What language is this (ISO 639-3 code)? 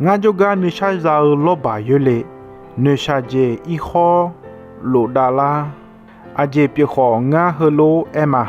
ahk